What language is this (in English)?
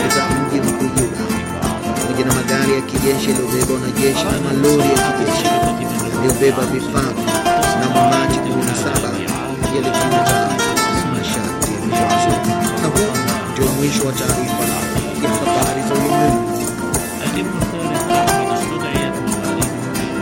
Swahili